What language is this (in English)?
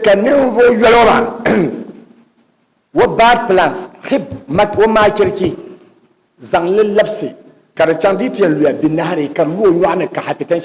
Dagbani